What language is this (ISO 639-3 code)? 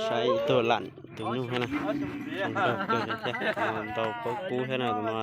hmn